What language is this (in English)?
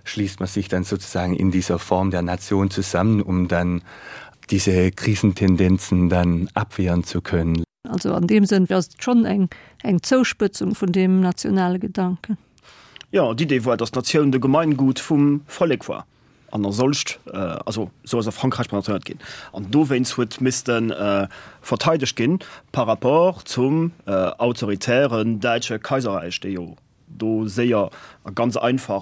Luxembourgish